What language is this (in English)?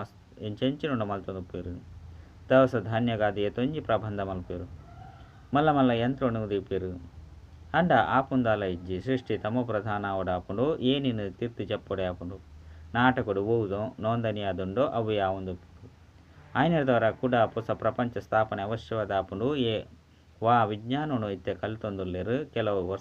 Tulu